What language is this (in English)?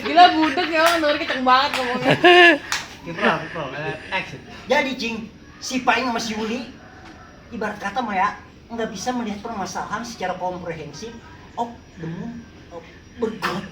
Betawi